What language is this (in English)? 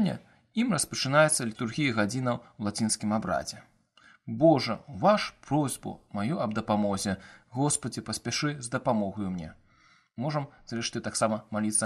Belarusian